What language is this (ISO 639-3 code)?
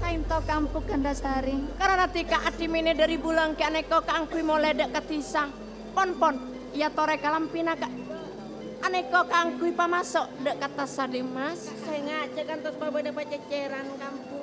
mad